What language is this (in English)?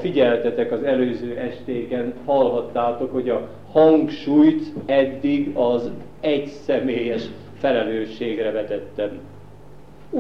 Hungarian